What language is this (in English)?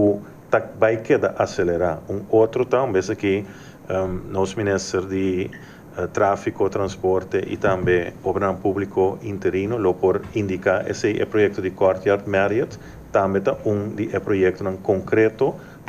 Papiamento